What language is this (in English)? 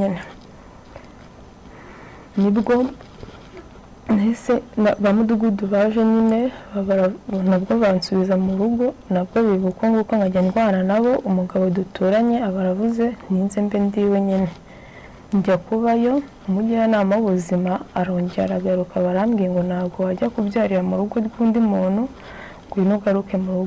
Kinyarwanda